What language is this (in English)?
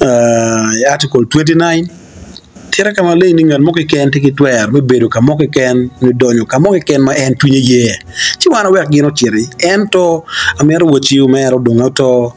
Acoli